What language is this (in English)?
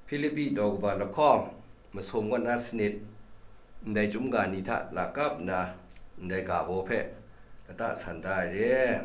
Kachin